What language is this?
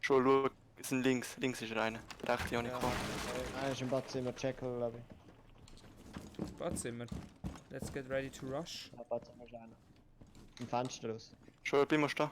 Swiss German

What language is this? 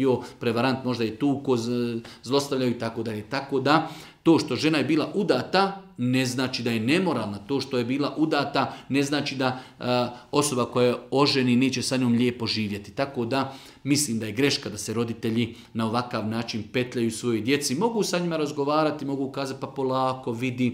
Bosnian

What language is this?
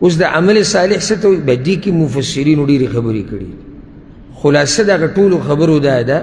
Pashto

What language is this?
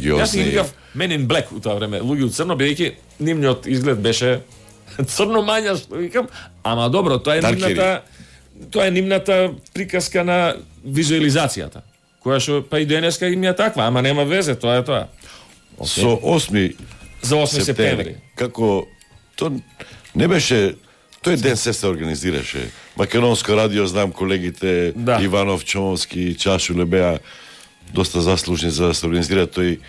Macedonian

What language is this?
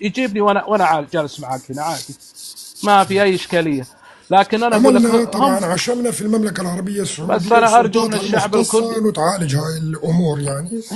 North Levantine Arabic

